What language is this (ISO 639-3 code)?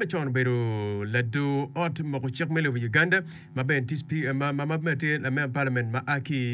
ach